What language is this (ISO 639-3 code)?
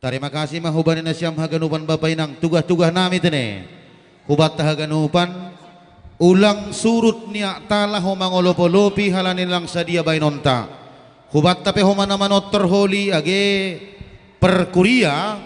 bts